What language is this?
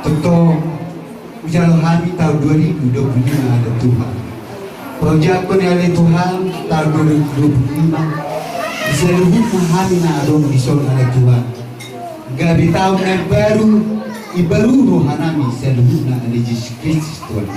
Batak Toba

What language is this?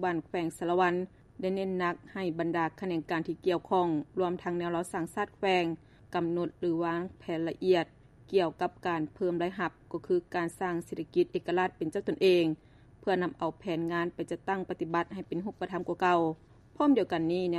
Lao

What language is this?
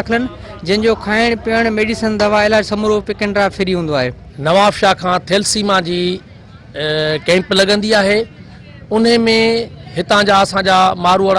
Sindhi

